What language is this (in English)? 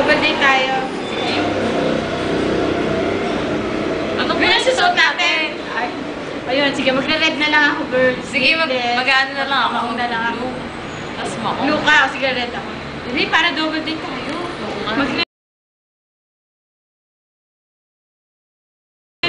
Filipino